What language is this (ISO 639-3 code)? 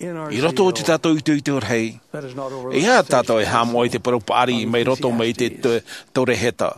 tah